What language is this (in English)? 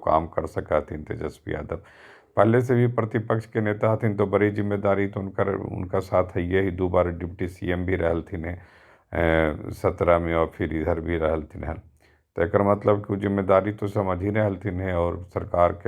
Magahi